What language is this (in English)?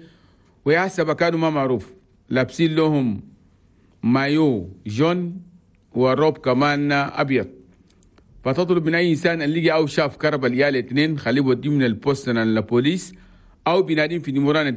Chadian Arabic